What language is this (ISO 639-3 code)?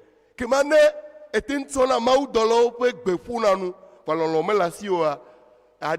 ewe